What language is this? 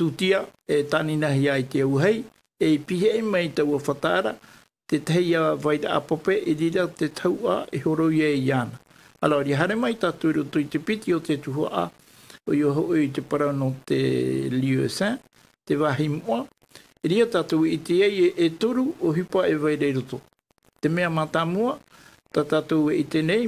Tahitian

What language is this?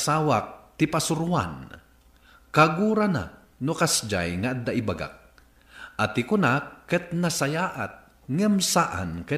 Iloko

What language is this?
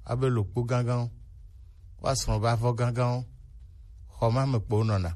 Gen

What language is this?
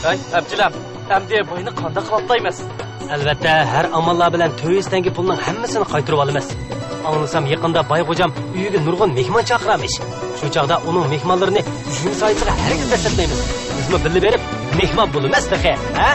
Uyghur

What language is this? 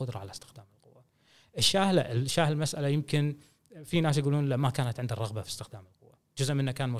Gulf Arabic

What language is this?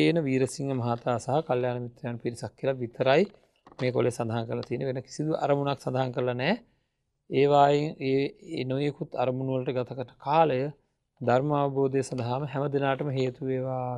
Sinhala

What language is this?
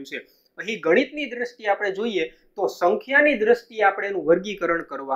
Gujarati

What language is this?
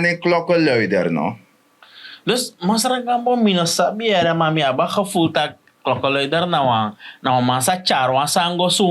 Sranan Tongo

